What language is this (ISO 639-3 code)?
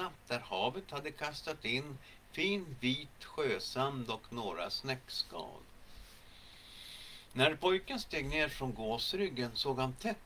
swe